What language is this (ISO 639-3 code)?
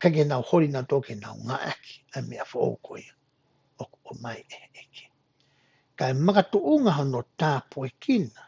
ton